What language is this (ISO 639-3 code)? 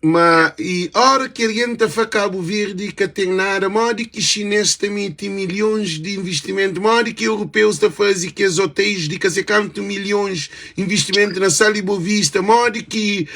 kea